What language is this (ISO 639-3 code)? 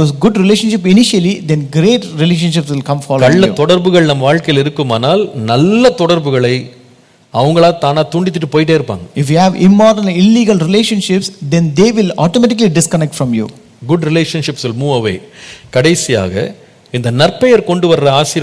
tam